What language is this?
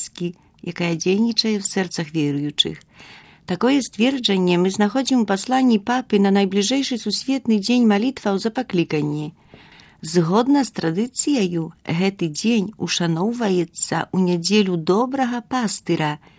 Belarusian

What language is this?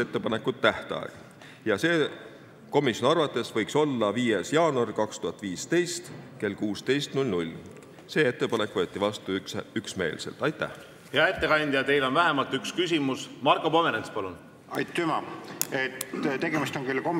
Estonian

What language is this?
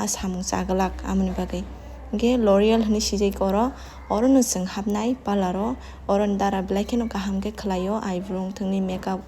Kok Borok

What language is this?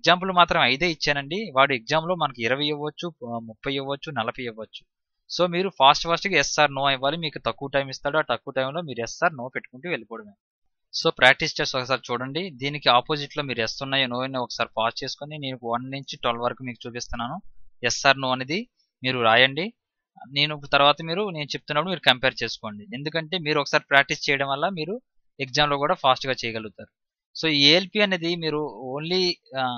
Telugu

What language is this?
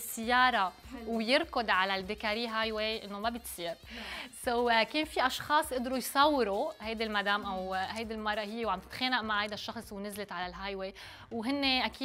North Levantine Arabic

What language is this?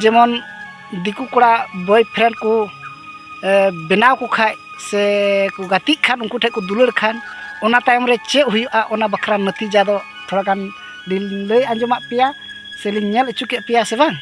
Santali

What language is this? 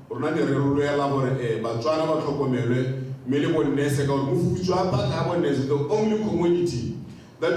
Tswana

